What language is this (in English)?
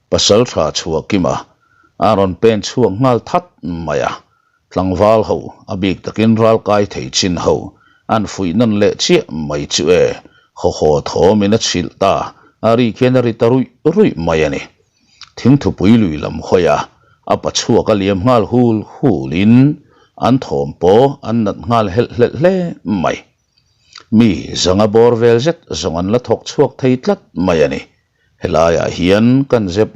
Mizo